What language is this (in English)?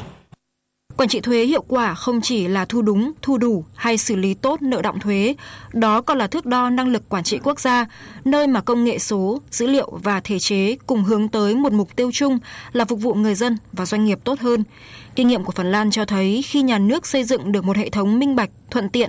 Vietnamese